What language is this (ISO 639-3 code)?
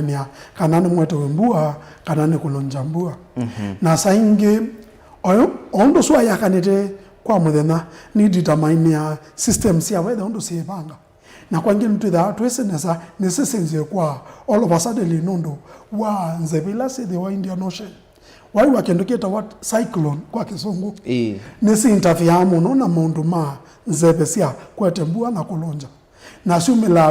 kam